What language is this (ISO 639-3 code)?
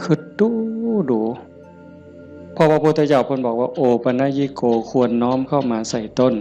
tts